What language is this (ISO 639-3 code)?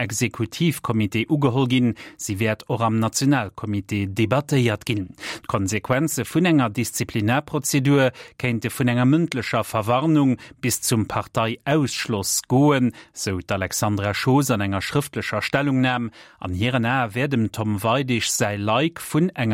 ltz